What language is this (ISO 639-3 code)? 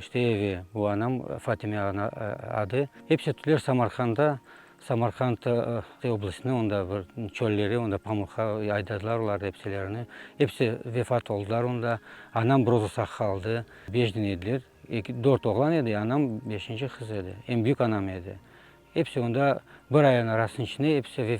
crh